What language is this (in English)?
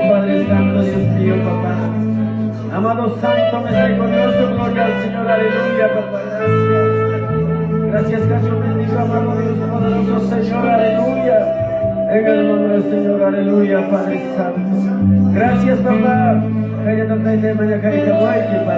Ayacucho Quechua